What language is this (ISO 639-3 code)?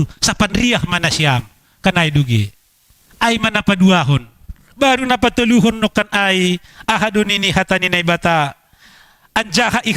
bts